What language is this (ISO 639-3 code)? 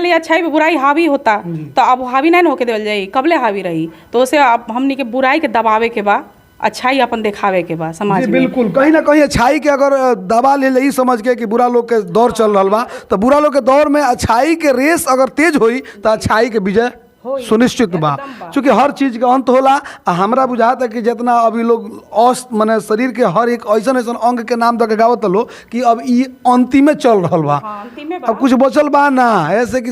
bho